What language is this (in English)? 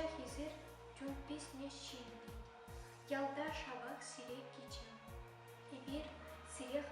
Chuvash